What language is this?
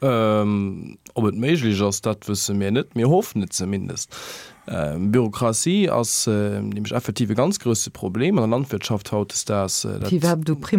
Luxembourgish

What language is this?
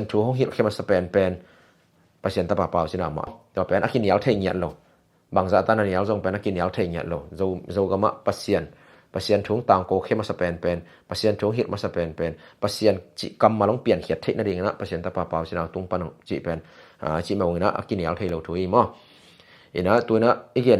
Tedim Chin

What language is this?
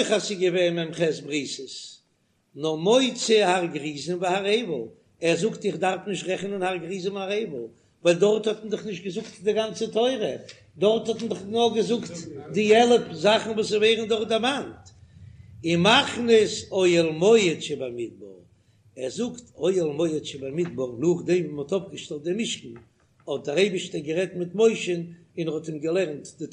Yiddish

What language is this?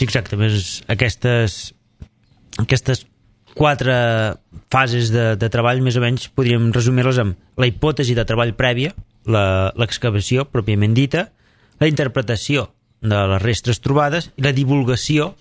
Catalan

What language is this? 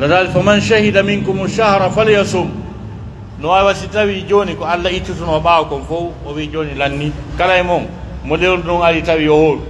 Pular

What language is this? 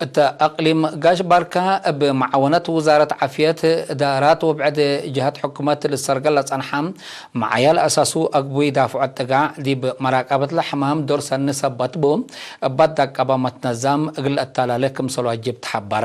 Tigre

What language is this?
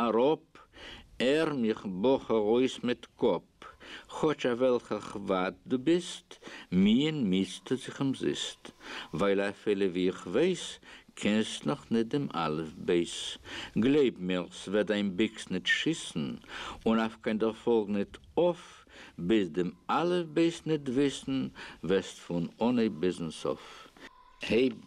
Yiddish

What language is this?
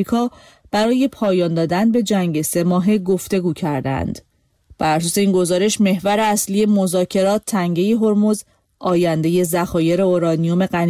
Persian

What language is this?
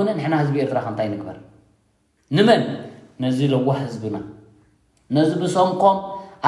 Tigrinya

